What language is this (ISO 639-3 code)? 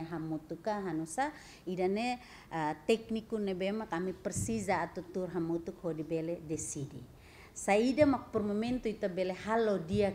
tet